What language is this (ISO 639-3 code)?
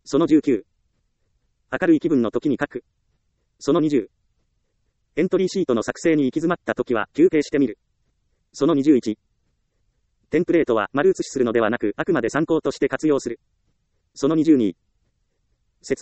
jpn